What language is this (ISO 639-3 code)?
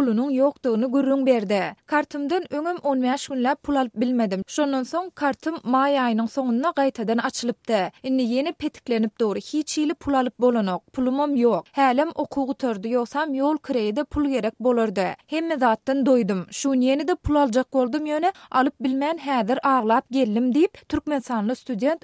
tuk